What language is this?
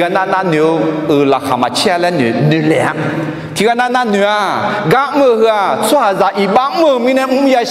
Akha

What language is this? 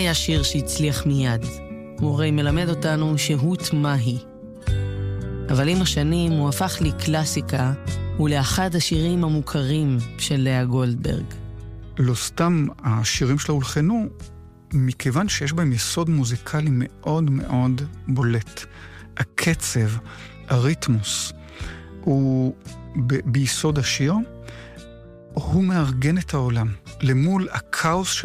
Hebrew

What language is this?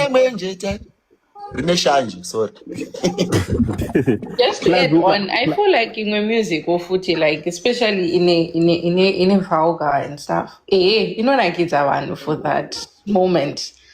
Shona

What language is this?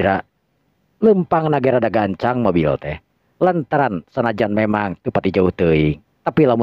Sundanese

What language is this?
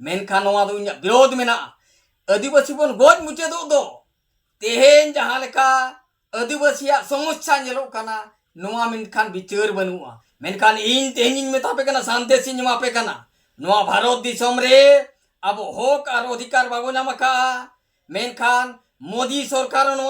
Santali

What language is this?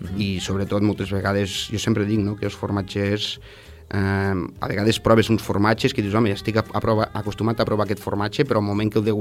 Catalan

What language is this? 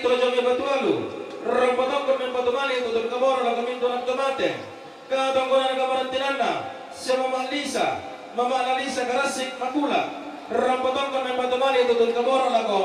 Toraja-Sa'dan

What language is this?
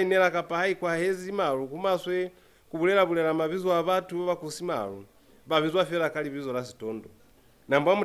Lozi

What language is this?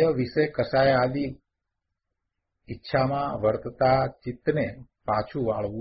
Gujarati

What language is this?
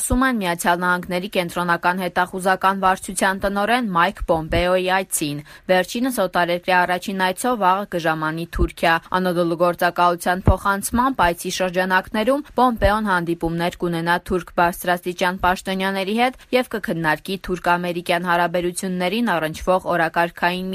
Armenian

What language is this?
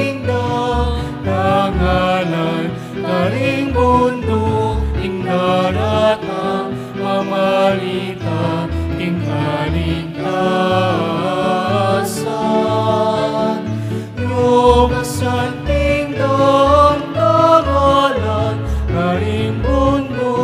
Pampanga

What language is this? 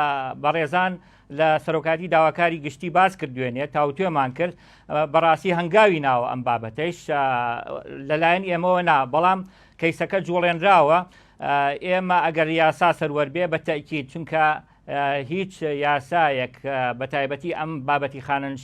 Central Kurdish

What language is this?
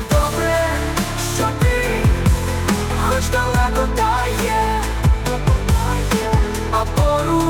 Ukrainian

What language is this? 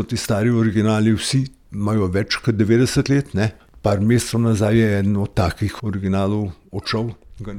Slovenian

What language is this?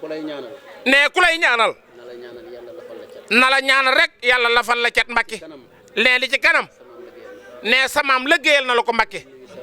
Wolof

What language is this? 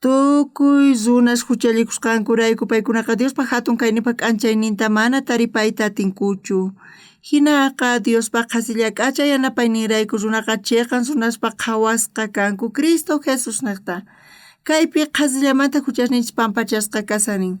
South Bolivian Quechua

